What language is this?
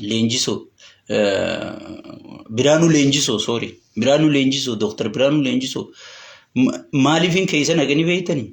Oromo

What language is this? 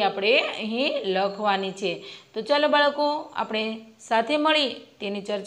Gujarati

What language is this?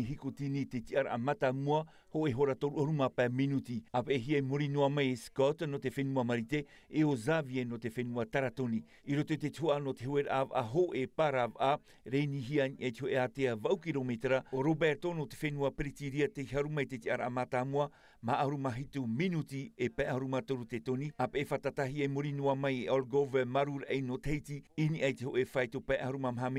Tahitian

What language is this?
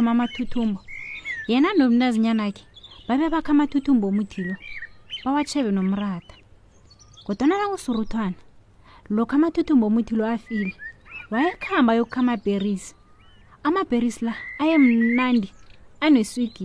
South Ndebele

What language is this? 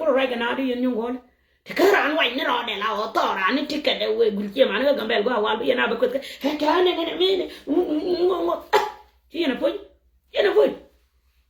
Nuer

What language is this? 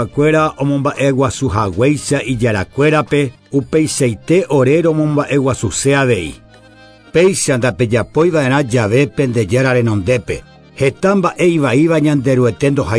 Guarani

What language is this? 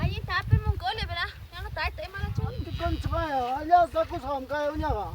Ayacucho Quechua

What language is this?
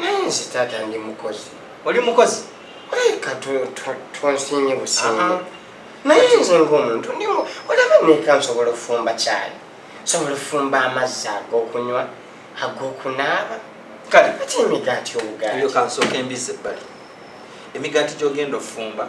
Ganda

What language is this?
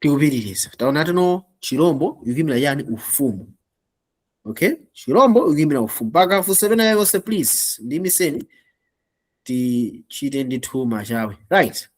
Nyanja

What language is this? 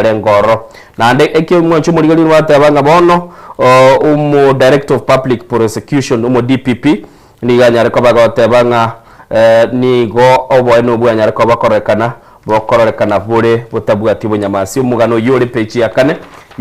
Gusii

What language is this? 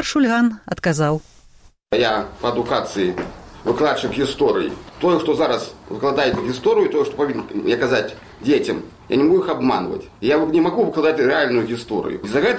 Belarusian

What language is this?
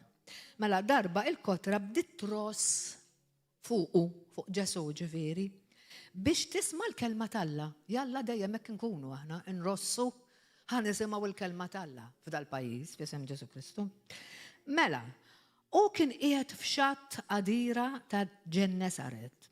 Maltese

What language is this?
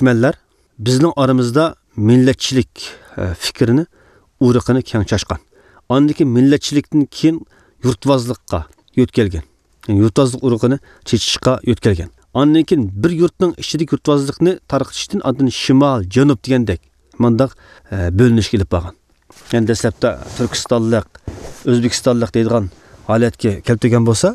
Uyghur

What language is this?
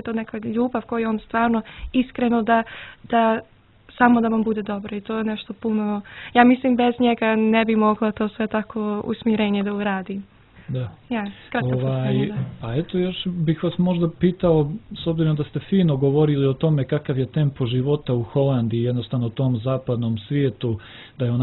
Serbian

